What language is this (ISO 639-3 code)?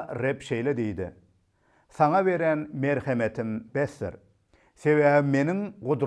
tuk